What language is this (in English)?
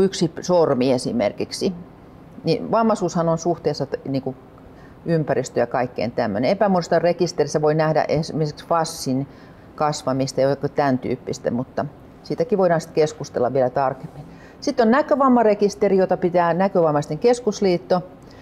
Finnish